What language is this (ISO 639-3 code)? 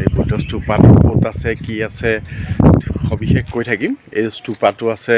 asm